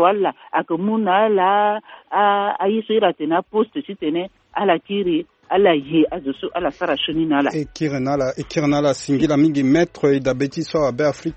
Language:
Sango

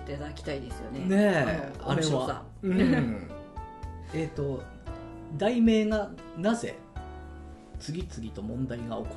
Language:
Japanese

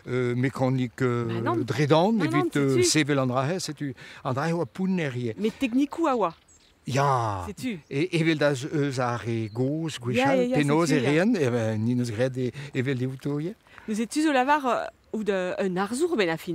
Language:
Breton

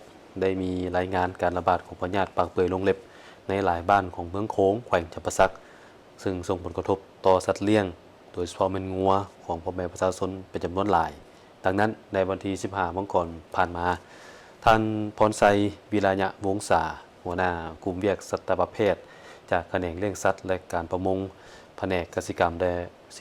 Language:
Lao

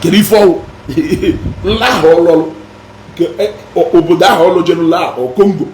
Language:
Igbo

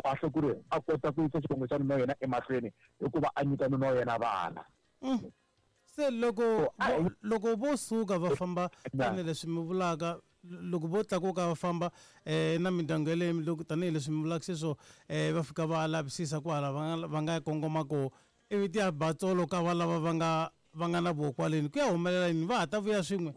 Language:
Tsonga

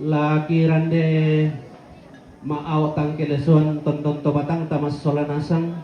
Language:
Toraja-Sa'dan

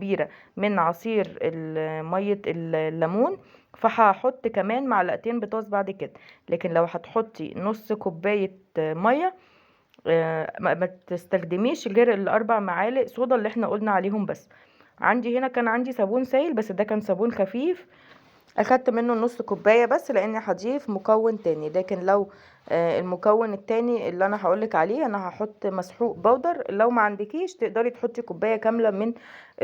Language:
Egyptian Arabic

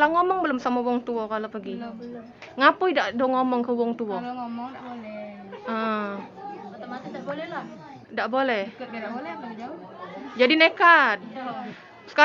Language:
Musi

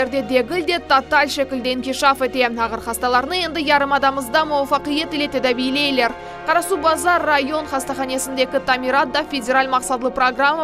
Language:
Crimean Tatar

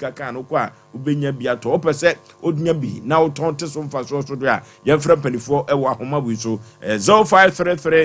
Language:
Akan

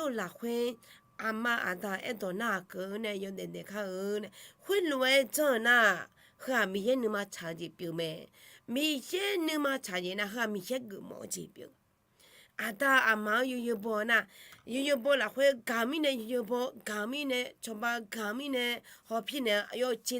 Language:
Akha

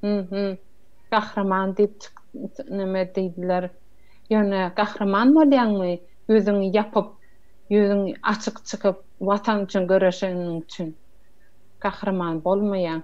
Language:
Turkmen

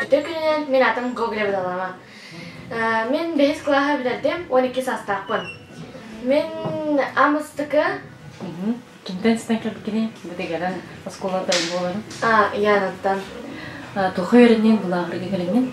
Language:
Yakut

